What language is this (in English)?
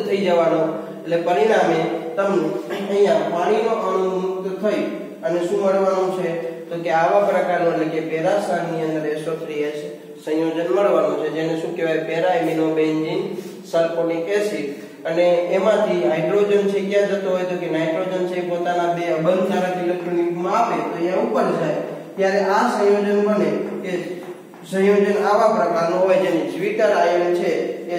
Gujarati